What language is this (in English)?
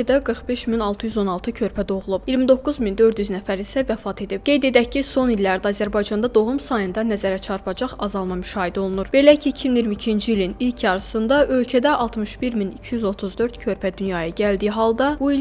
Azerbaijani